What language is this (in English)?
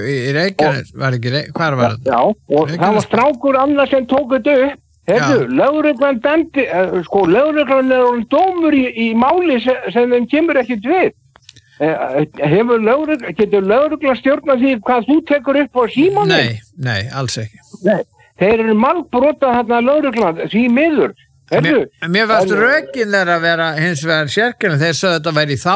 Icelandic